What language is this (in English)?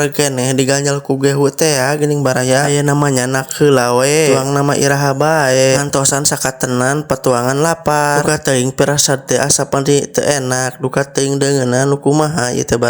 Sundanese